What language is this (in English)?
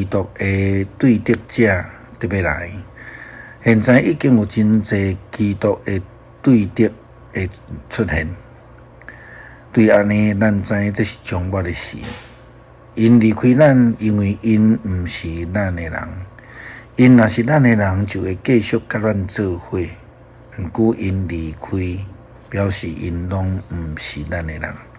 Min Nan Chinese